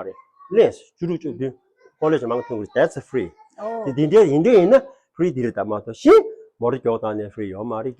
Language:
Tibetan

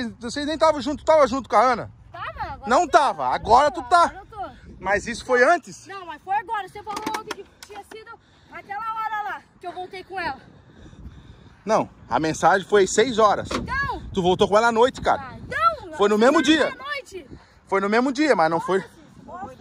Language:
Portuguese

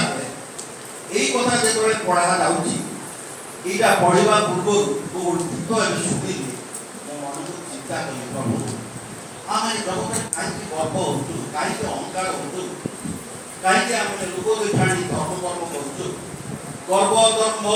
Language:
Odia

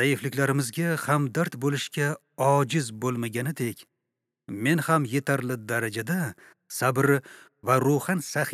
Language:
Uzbek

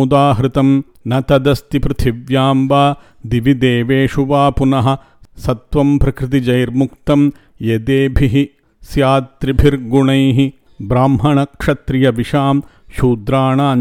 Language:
Sanskrit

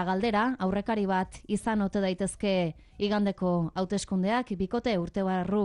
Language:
Basque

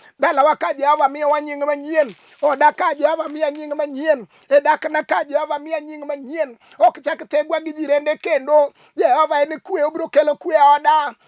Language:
Luo (Kenya and Tanzania)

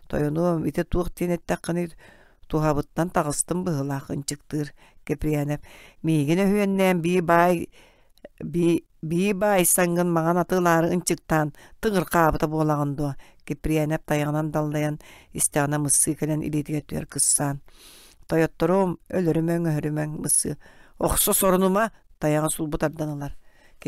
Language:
Yakut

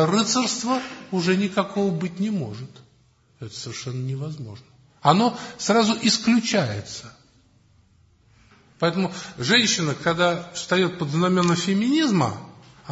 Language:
Russian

